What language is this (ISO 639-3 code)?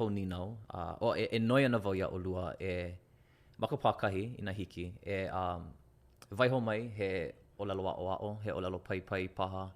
haw